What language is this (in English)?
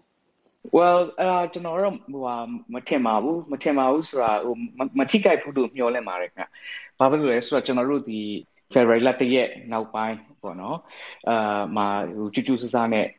Burmese